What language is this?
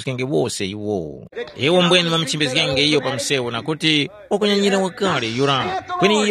Tumbuka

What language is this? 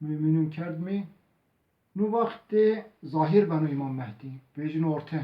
Zaza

